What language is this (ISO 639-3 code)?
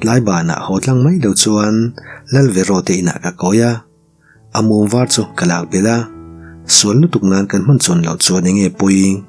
lus